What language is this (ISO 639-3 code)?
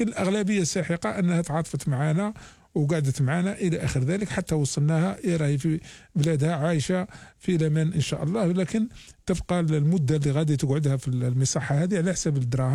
arq